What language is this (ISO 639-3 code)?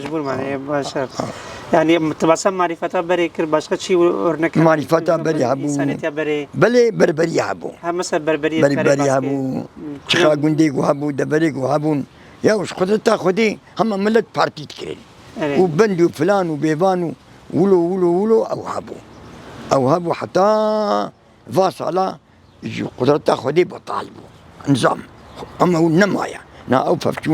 kur